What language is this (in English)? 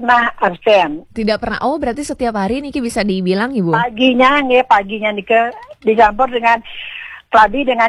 Balinese